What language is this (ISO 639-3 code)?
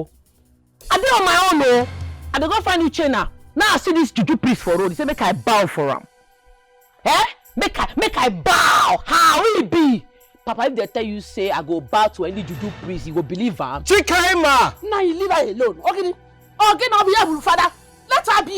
pcm